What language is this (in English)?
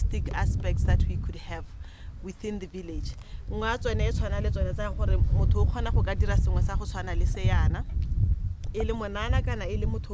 Tswana